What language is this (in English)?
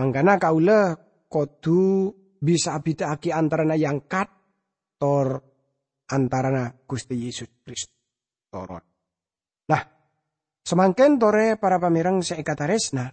Madurese